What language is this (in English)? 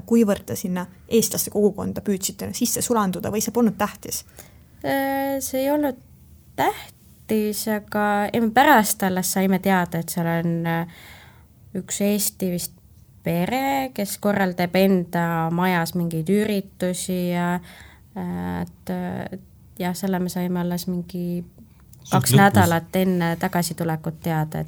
Estonian